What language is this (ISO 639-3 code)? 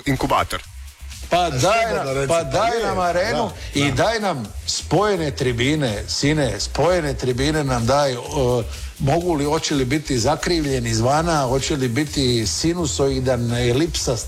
hrv